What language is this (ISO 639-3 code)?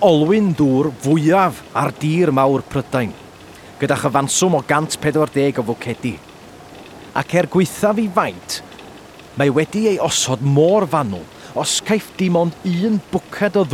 cym